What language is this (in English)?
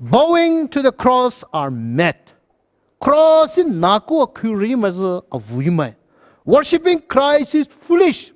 Poumei Naga